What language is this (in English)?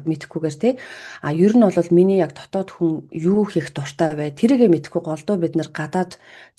Mongolian